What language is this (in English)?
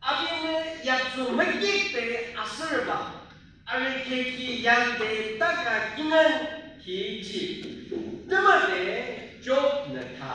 Yimchungru Naga